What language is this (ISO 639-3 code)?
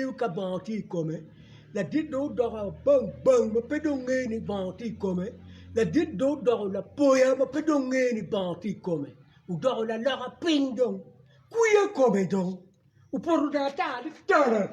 ach